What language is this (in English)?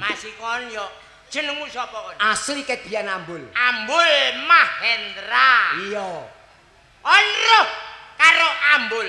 Javanese